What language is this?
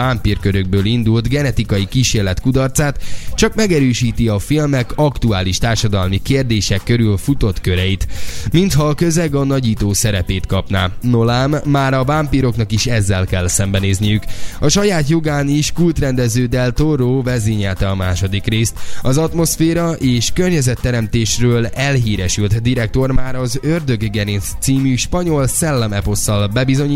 Hungarian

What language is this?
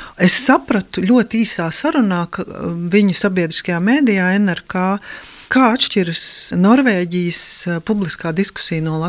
Latvian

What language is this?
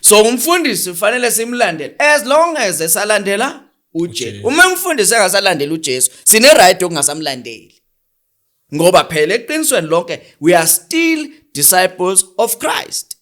Zulu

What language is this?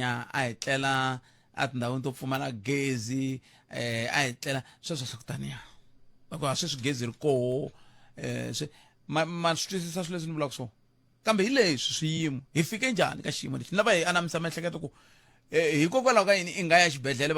Tsonga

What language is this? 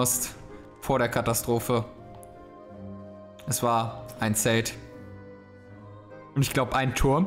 German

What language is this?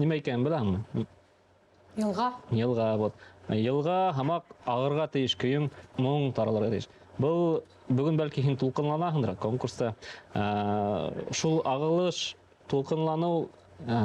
Bashkir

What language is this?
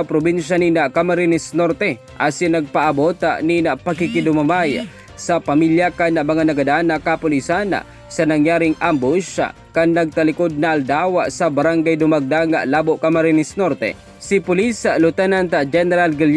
Bikol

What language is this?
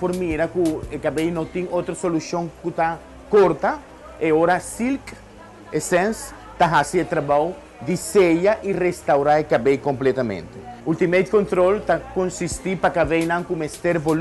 Papiamento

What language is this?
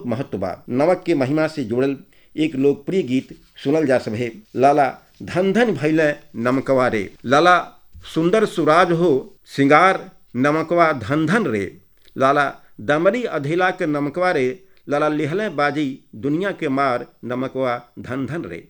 Bhojpuri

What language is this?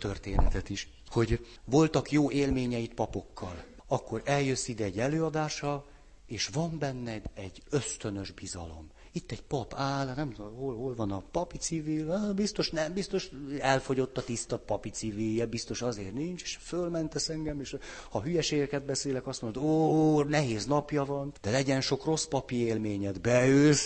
Hungarian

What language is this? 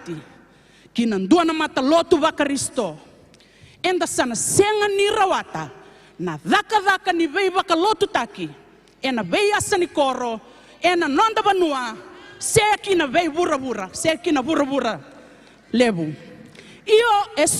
Fijian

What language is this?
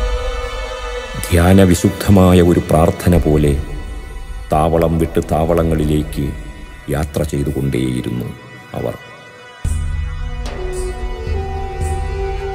Malayalam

